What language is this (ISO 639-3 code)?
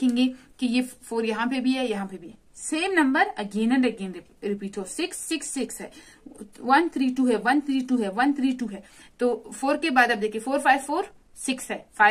hin